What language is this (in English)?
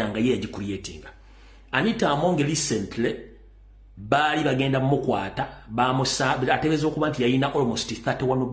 Ganda